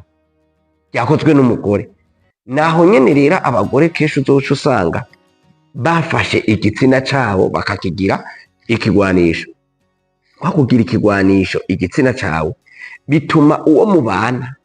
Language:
Rundi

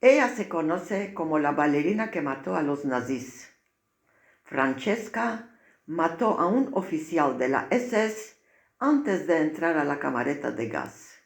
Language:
Ladino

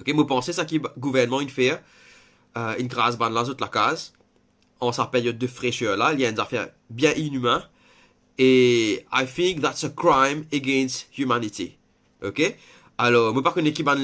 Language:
Morisyen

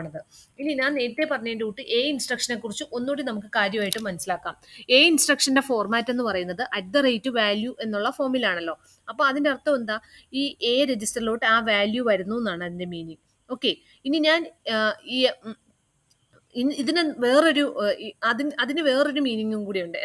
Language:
Malayalam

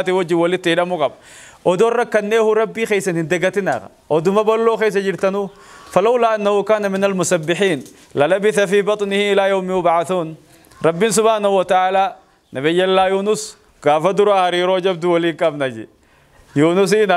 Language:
Oromo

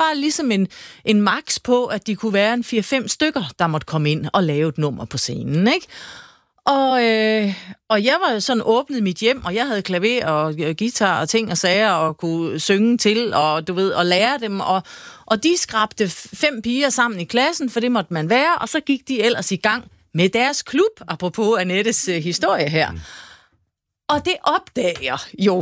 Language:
Danish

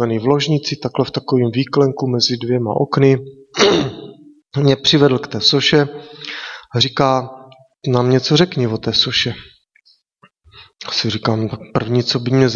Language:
Czech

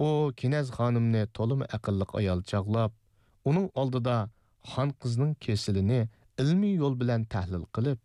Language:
Uyghur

